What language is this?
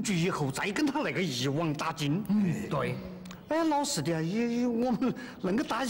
Chinese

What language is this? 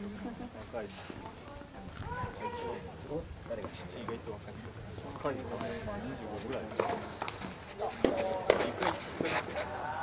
Japanese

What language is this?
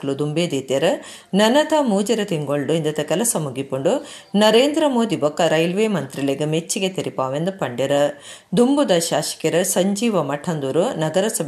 Tulu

